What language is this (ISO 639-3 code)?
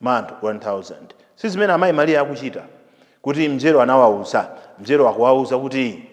nya